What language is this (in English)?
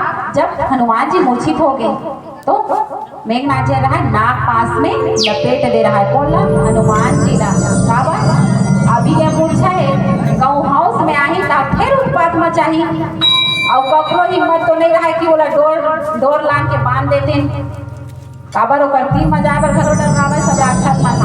Chhattisgarhi